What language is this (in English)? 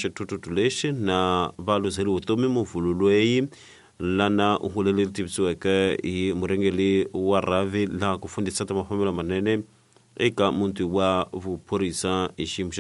Tsonga